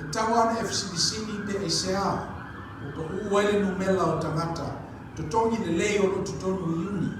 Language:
Samoan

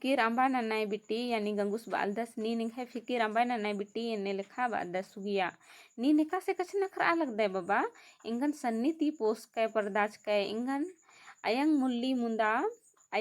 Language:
Kurukh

